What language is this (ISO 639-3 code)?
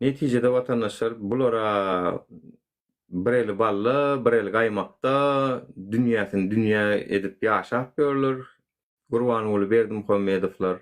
tuk